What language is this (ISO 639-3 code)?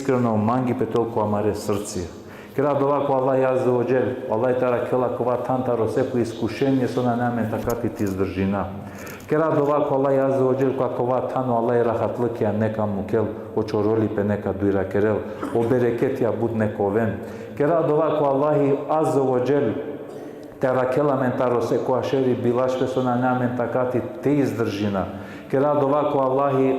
rmn